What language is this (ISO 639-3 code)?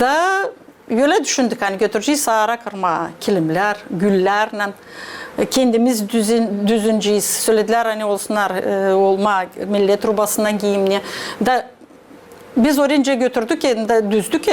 gag